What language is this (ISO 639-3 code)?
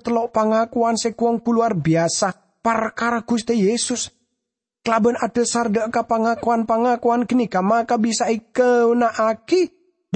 mad